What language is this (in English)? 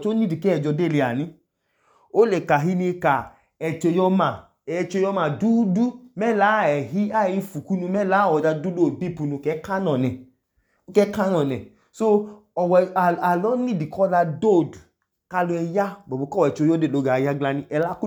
Idoma